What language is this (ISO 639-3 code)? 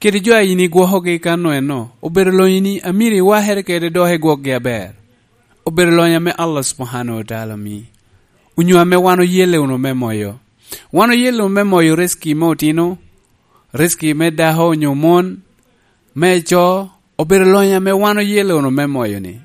laj